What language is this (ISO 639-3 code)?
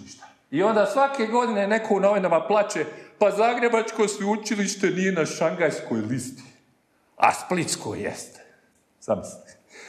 hrv